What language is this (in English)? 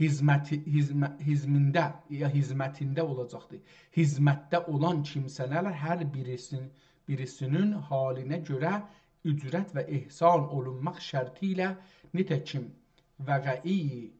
South Azerbaijani